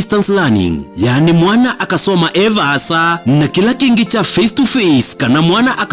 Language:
Kamba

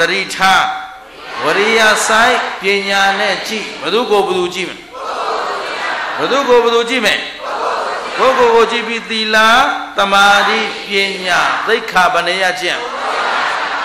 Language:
Burmese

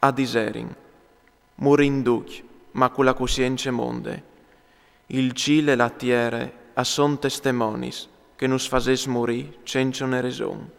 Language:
Friulian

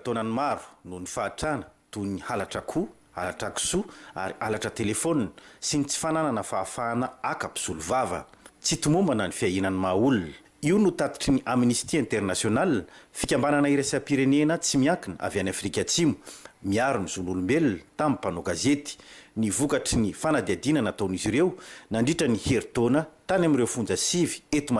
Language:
Malagasy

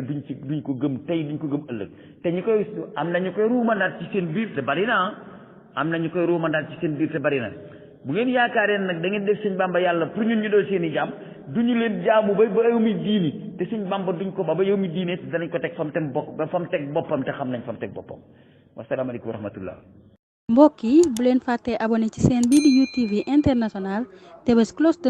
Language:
Wolof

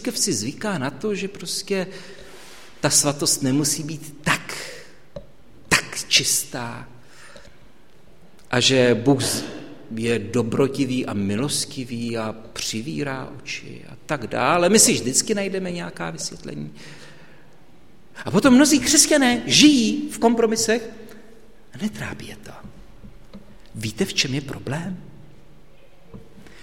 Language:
Czech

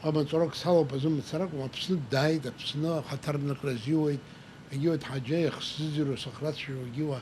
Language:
Abkhazian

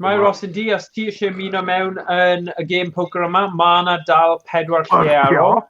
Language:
Welsh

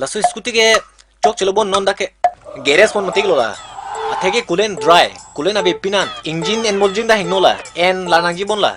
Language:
Karbi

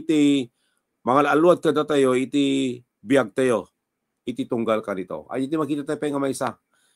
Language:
Iloko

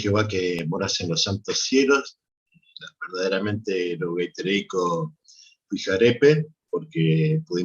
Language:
Guarani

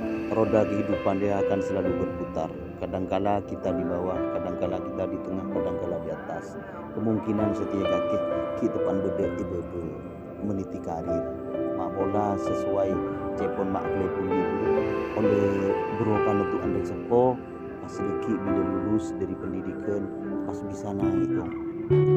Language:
Madurese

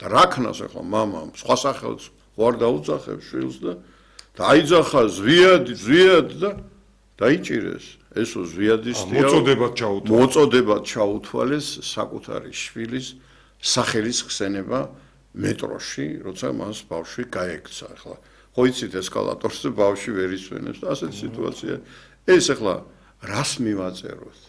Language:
Georgian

